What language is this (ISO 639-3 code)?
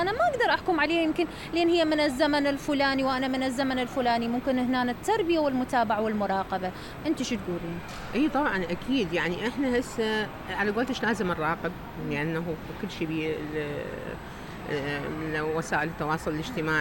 acm